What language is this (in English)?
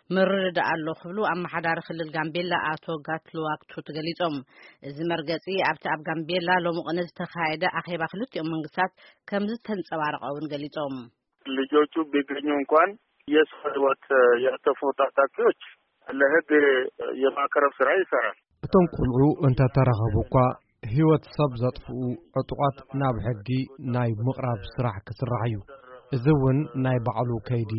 Tigrinya